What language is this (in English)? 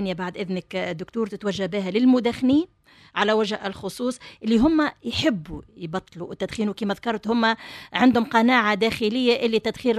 Tunisian Arabic